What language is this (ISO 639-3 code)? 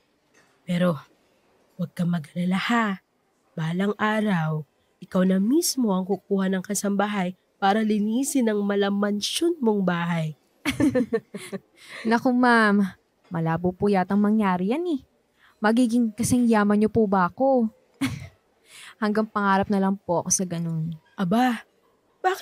fil